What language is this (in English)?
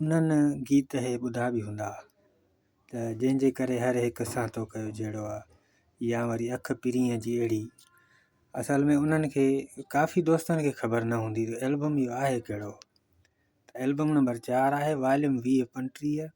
Sindhi